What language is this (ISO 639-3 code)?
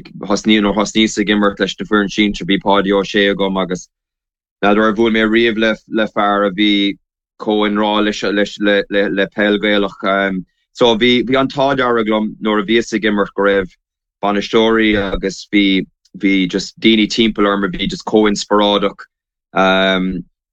gle